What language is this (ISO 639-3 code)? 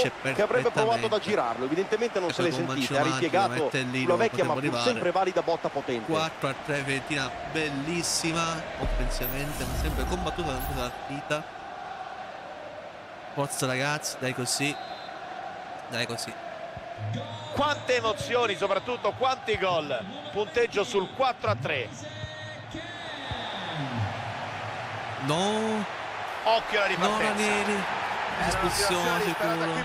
ita